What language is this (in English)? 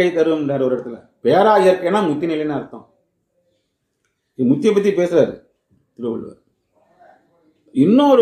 Tamil